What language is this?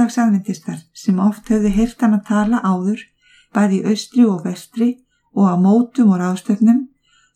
Icelandic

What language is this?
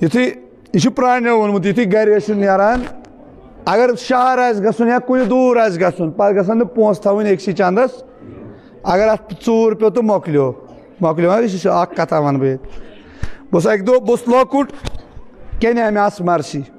Kashmiri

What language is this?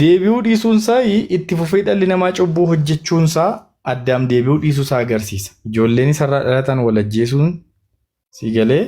Oromo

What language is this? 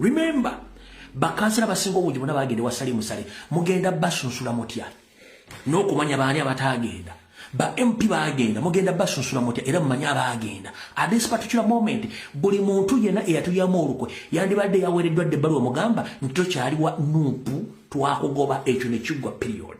Ganda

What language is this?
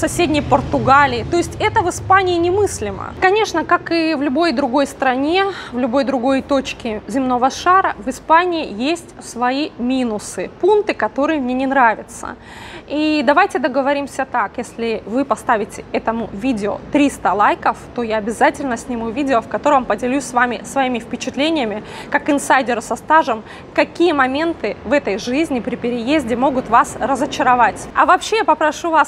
Russian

